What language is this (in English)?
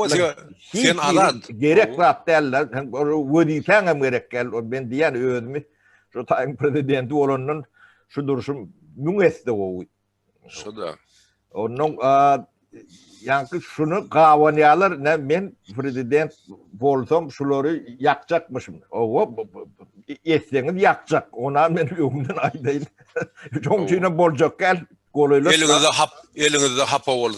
Turkmen